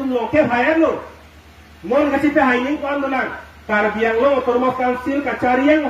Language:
Karbi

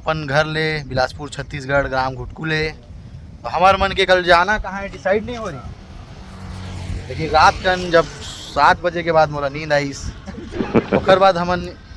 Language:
Chhattisgarhi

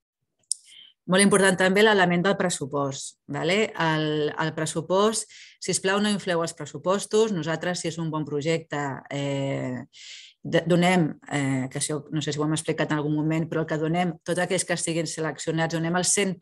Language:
Catalan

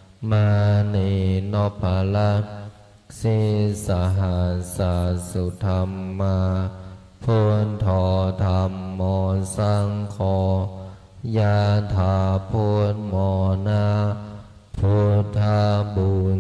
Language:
Pali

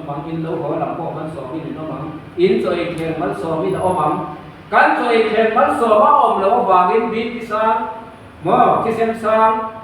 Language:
Mizo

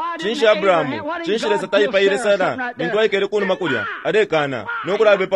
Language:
Bemba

